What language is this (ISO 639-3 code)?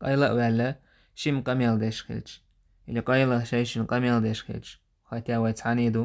che